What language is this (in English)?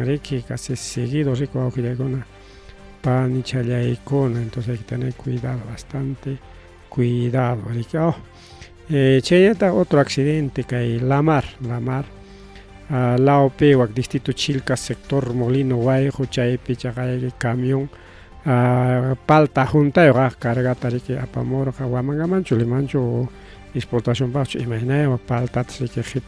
Ayacucho Quechua